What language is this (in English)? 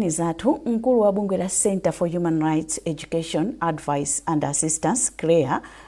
Nyanja